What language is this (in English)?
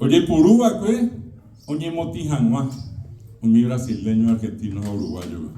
Guarani